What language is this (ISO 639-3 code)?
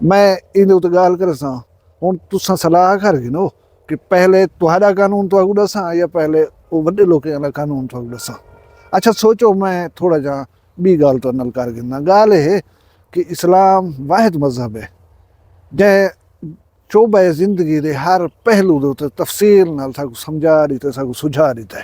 skr